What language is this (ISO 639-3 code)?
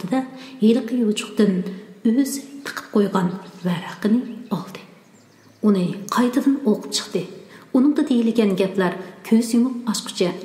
uig